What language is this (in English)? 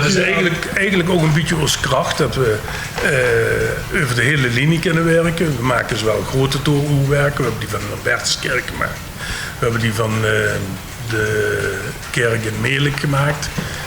Limburgish